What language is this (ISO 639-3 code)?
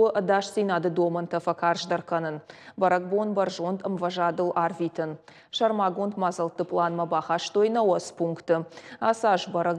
oss